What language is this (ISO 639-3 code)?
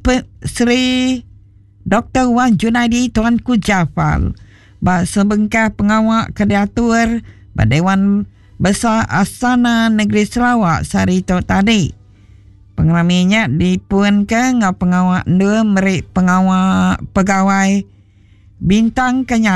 iba